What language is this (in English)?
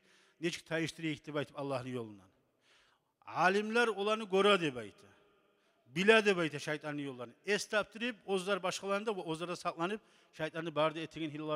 Kumyk